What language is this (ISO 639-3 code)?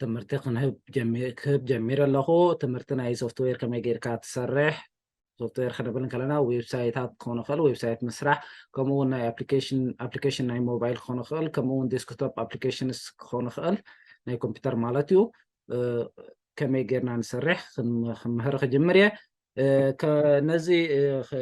tir